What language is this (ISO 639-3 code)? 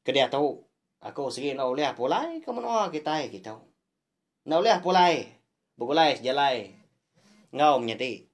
iba